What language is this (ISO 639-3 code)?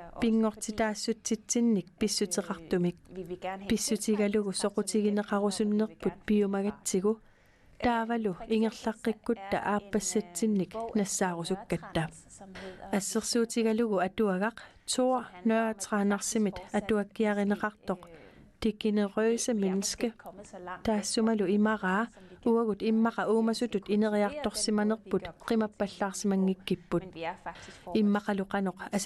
kal